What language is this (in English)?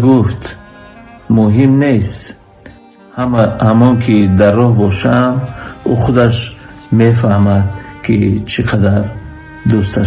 Tajik